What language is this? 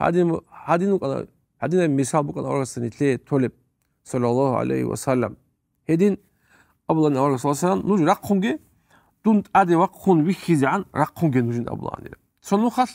Avaric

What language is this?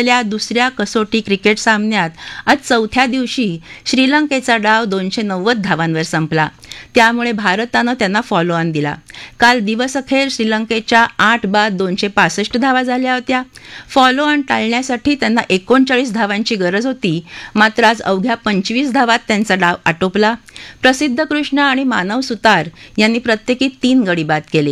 Marathi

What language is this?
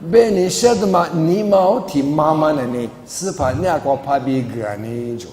Lisu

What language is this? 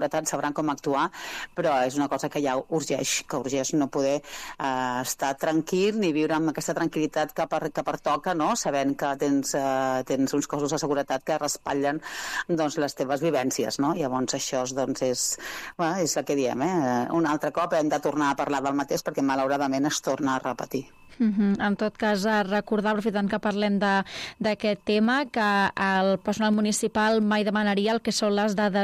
Catalan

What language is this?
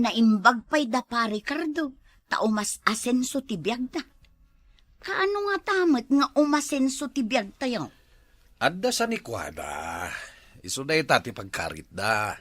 Iloko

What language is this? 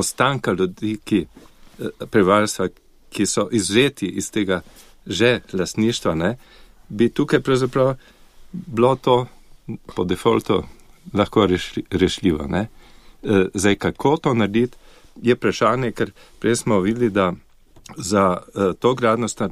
Slovenian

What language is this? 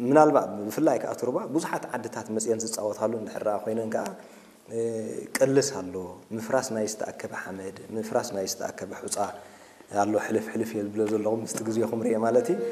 Tigrinya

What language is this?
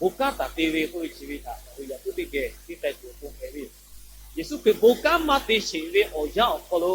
Lahu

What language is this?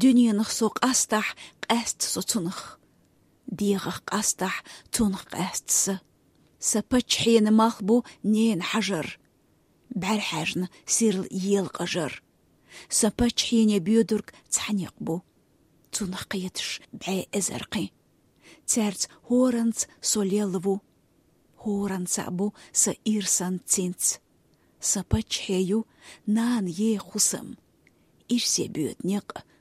Chechen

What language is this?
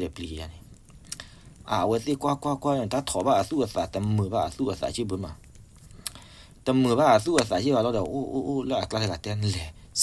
S'gaw Karen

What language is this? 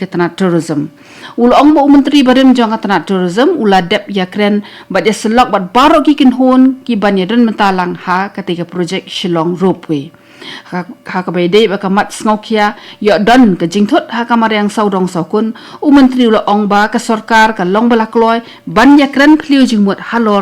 Khasi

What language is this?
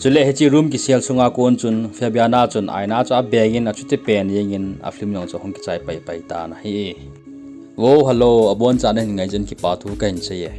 Thado Chin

